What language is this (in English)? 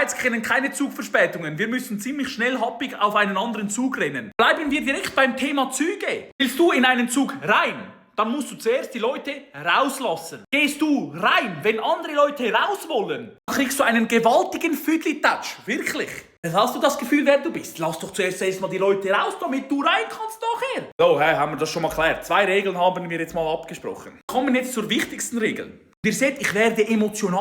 Swiss German